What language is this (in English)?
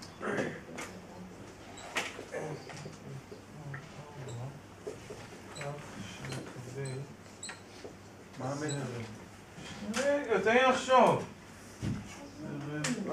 Hebrew